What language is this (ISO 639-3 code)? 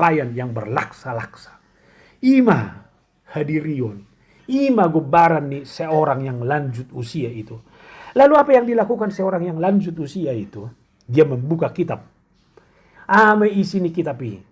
bbc